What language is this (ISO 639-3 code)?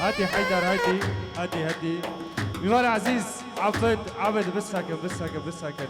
kur